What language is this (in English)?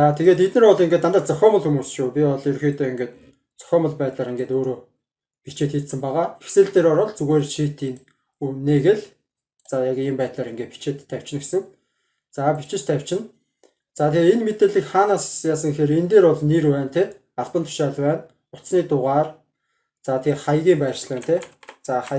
Mongolian